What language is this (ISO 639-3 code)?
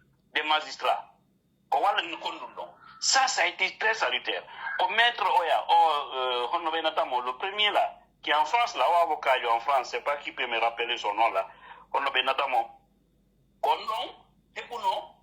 fuf